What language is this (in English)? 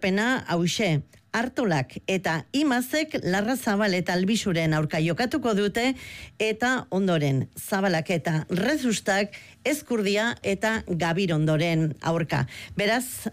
Basque